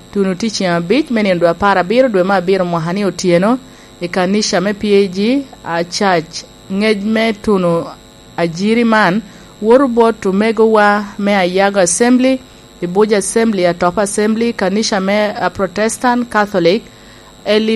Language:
Lango (Uganda)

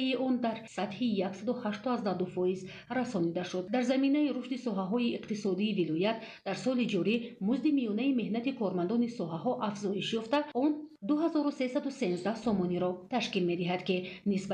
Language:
Tajik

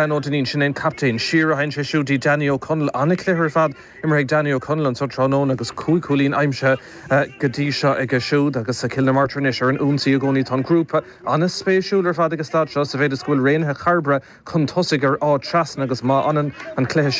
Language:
Irish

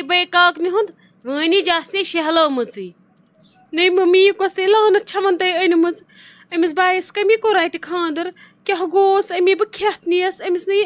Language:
Kashmiri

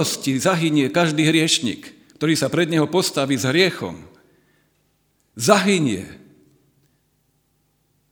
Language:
Slovak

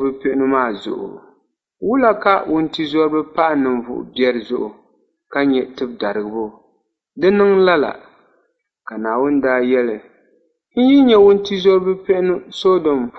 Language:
Dagbani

